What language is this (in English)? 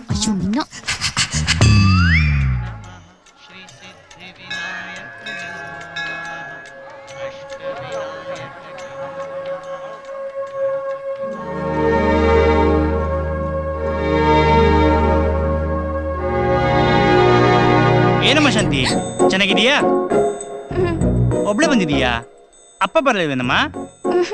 Kannada